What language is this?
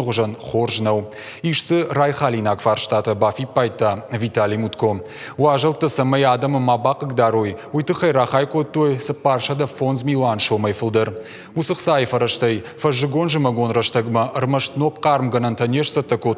Ossetic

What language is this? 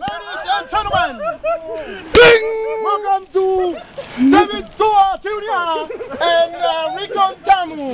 Tongan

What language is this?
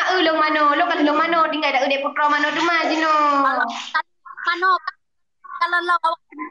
Achinese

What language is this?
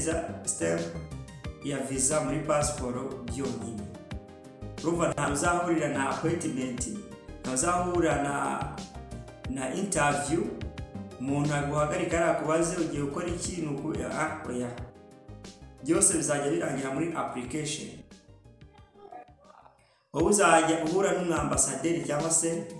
Kinyarwanda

